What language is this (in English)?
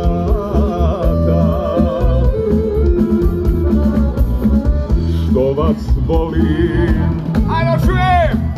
Croatian